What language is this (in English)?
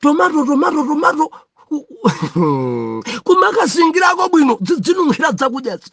Nyanja